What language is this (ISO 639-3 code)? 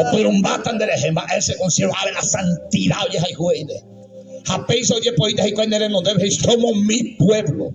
grn